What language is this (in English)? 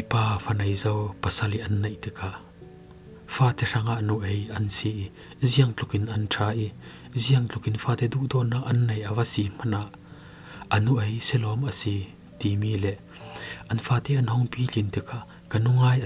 Falam Chin